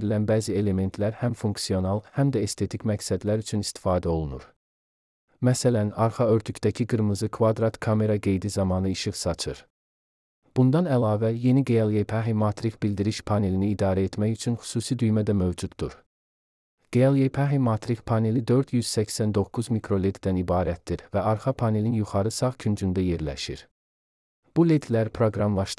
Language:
Azerbaijani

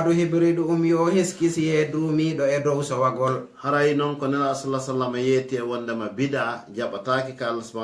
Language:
Fula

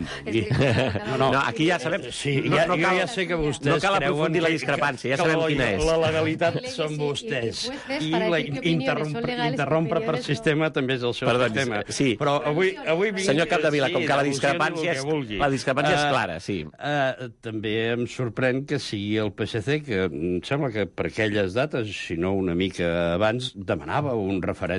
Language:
Catalan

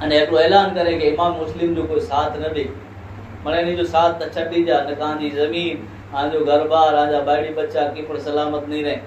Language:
Kachhi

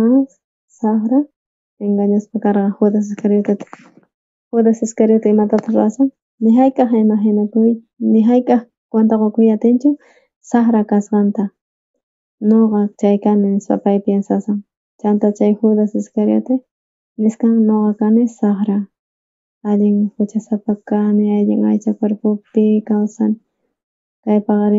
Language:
South Bolivian Quechua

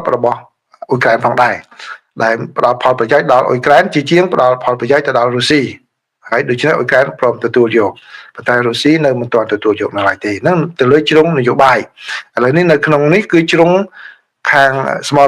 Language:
Khmer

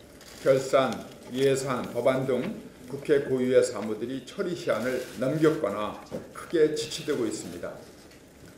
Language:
Korean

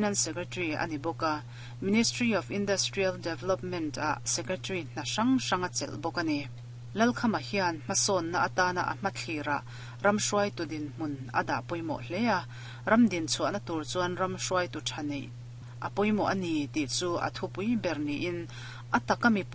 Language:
Mizo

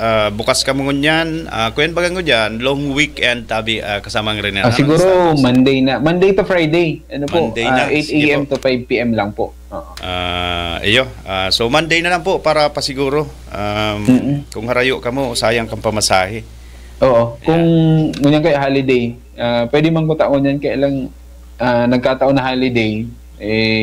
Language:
Bikol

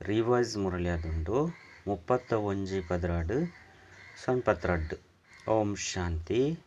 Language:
Tulu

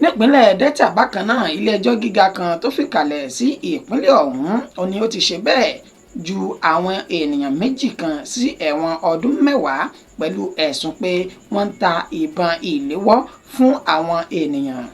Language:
Yoruba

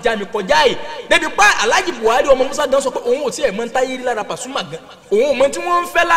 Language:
Yoruba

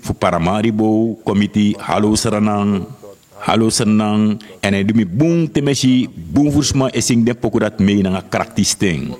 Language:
Sranan Tongo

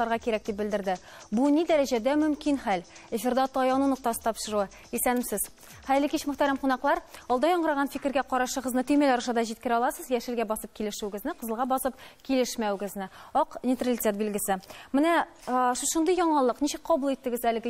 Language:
Tatar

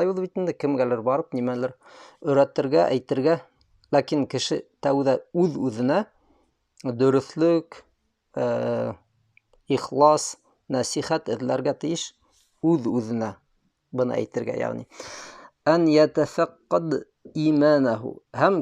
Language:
Bashkir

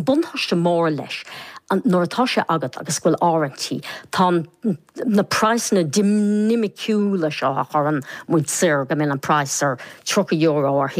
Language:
Irish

